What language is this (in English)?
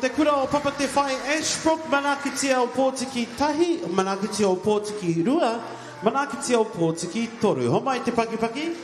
Māori